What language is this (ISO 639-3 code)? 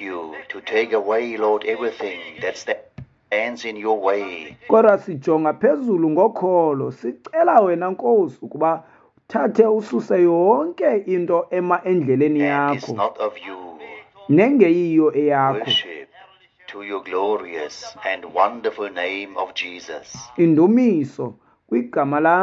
xho